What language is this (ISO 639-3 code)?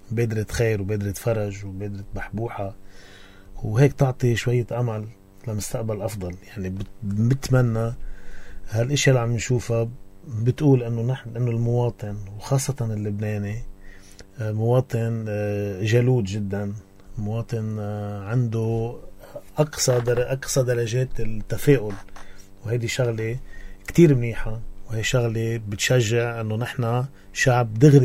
apc